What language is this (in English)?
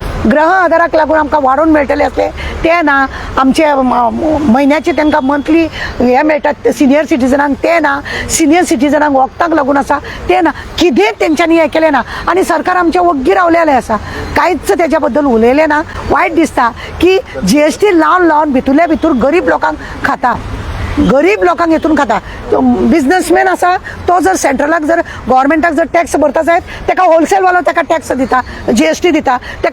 Konkani